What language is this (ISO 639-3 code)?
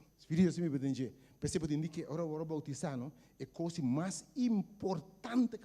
pap